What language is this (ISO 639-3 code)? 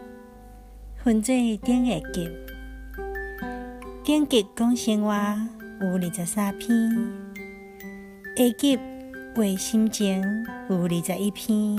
nan